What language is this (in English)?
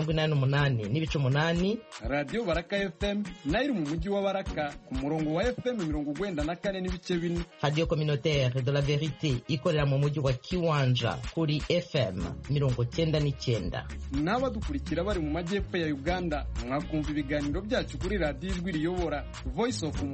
Kinyarwanda